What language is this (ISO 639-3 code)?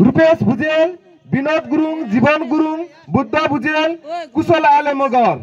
nep